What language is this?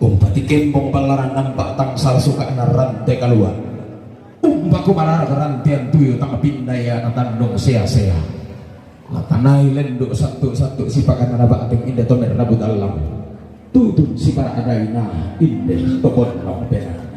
Toraja-Sa'dan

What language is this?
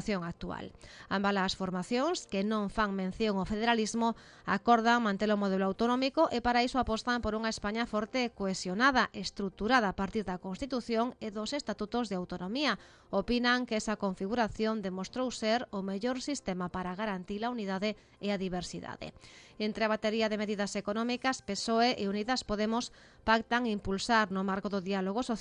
Galician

